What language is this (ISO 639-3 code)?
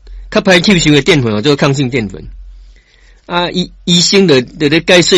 nan